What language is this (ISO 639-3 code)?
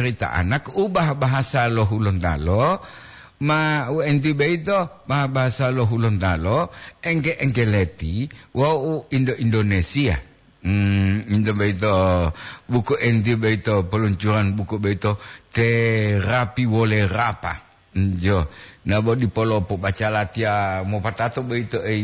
gor